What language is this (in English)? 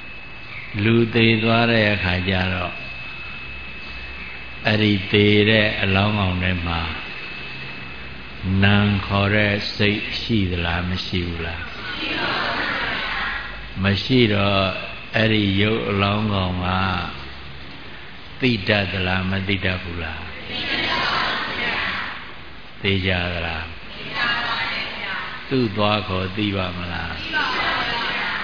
Burmese